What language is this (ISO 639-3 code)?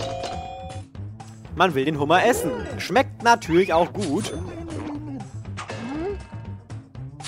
deu